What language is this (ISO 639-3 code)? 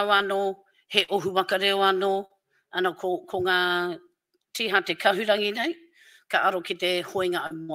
mri